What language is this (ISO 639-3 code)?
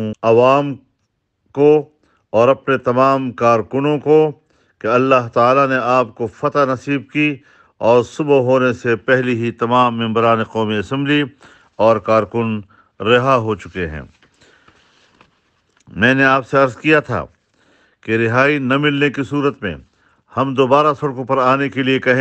urd